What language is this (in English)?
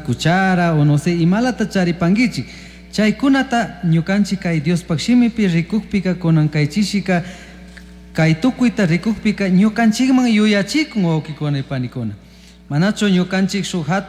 Chimborazo Highland Quichua